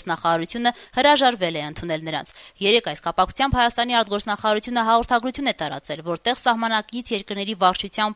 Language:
Armenian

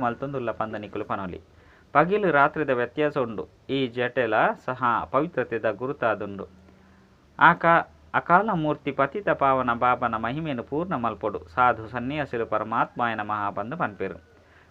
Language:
Tulu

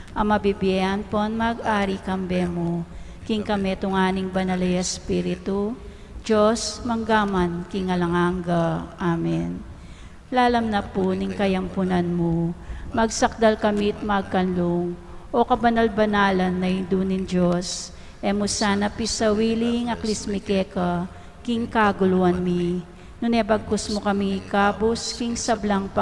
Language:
Pampanga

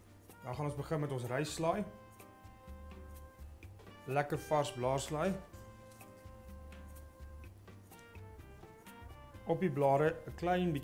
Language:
Afrikaans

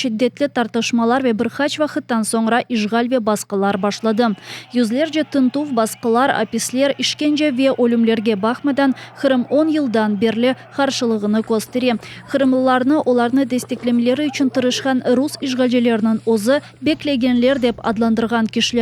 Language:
Crimean Tatar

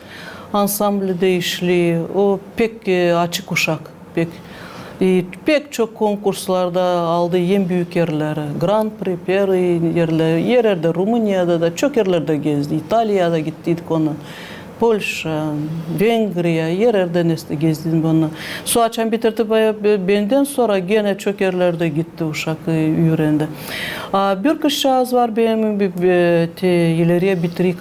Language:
Gagauz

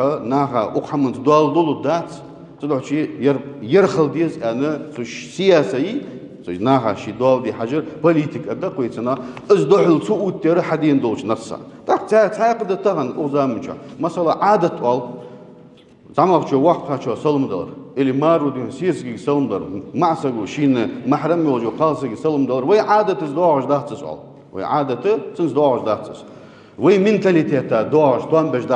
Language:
Ingush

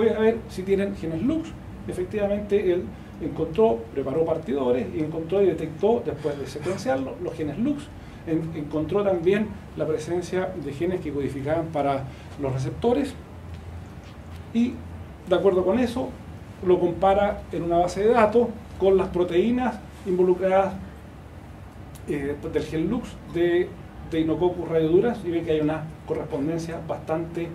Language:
Spanish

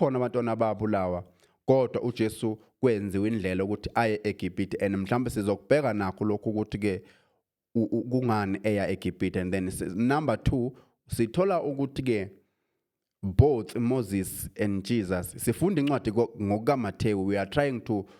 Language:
Zulu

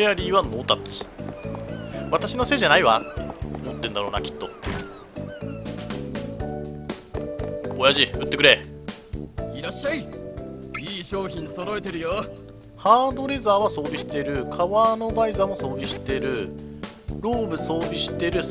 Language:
Japanese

